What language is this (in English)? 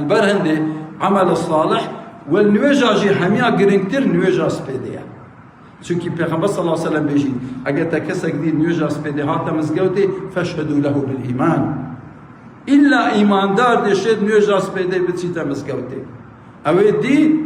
Kurdish